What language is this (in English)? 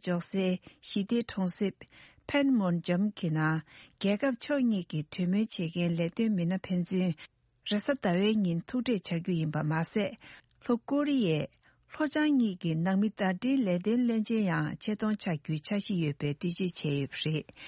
Tibetan